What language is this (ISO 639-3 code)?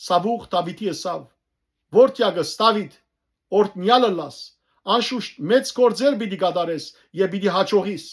hyw